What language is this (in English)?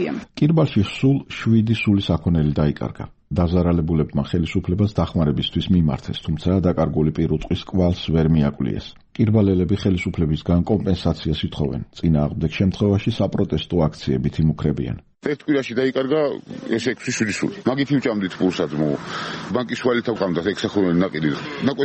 Georgian